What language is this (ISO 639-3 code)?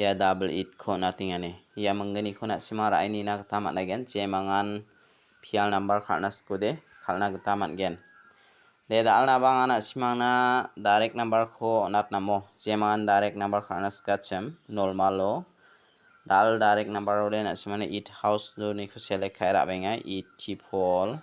grt